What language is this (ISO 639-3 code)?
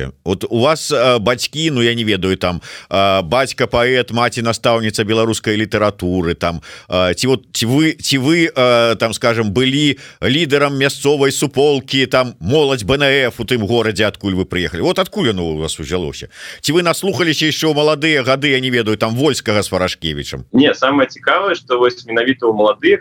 bel